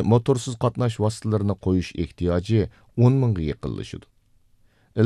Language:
Uyghur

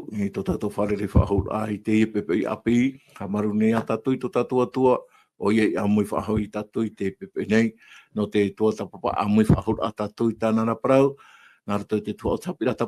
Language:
Tahitian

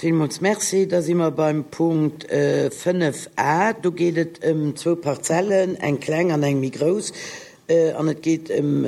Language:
Luxembourgish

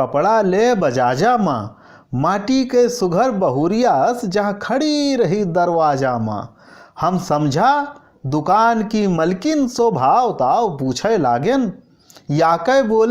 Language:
Awadhi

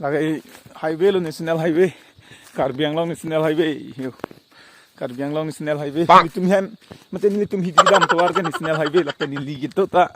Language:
Karbi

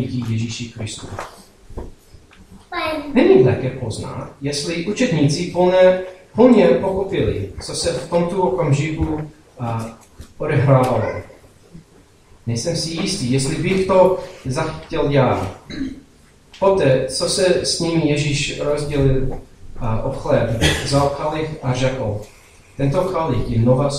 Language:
Czech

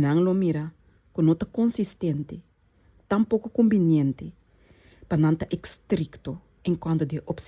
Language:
Papiamento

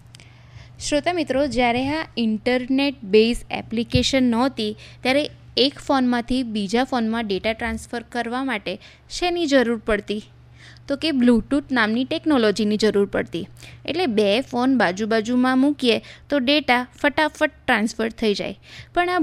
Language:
Gujarati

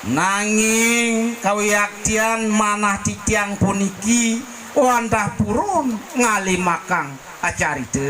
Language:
Balinese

